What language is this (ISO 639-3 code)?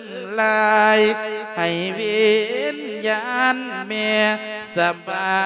lao